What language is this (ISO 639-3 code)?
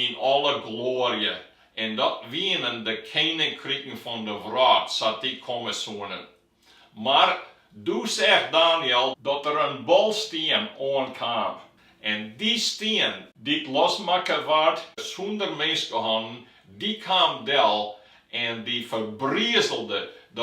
fry